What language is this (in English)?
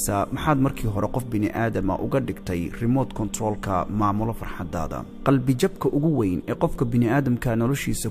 Somali